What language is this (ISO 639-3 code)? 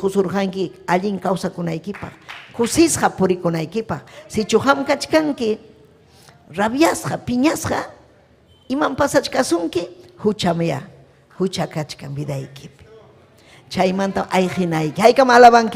quy